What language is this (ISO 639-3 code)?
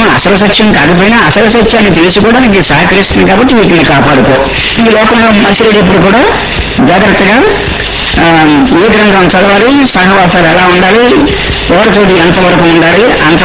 tel